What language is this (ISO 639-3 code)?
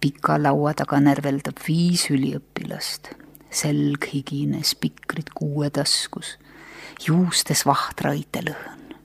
est